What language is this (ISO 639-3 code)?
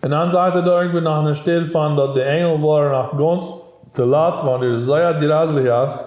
pdt